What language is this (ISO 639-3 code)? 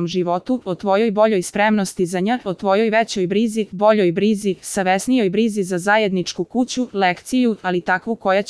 srp